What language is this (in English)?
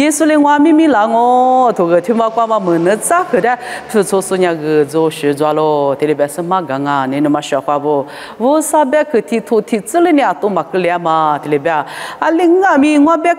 Lisu